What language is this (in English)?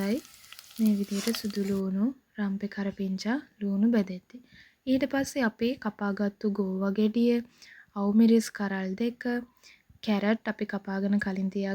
Sinhala